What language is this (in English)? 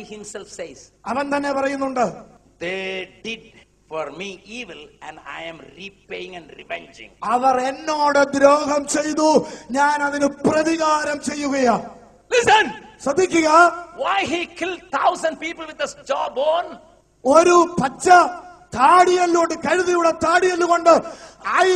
Malayalam